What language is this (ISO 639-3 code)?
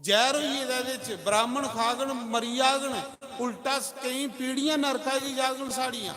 doi